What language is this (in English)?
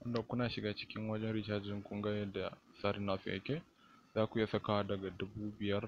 Hausa